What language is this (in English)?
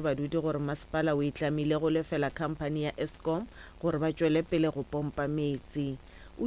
Northern Sotho